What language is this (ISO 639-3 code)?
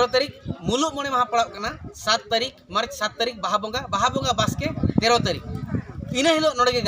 sat